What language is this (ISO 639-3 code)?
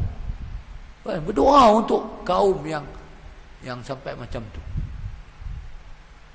msa